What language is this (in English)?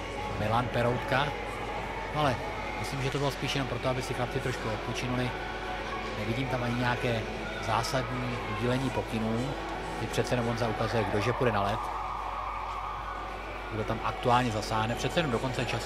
Czech